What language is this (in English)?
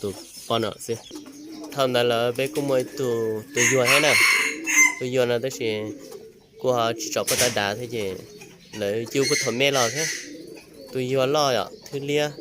Hmong